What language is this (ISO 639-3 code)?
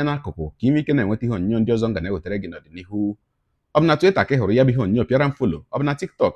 ibo